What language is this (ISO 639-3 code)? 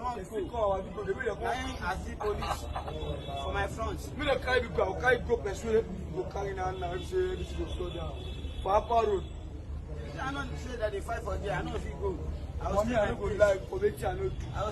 pcm